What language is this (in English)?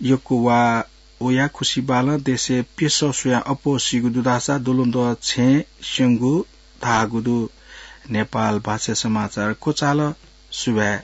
Newari